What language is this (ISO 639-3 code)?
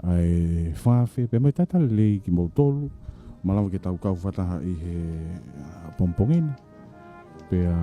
ton